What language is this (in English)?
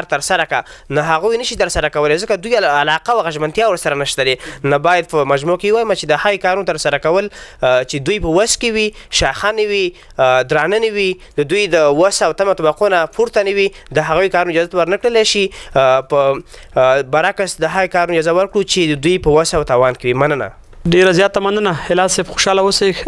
Pashto